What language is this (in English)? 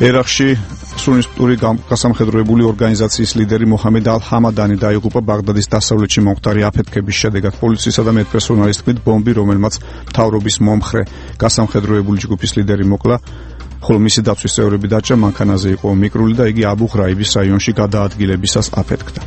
Georgian